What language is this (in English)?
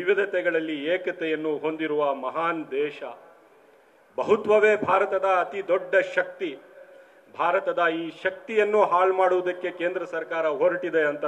Kannada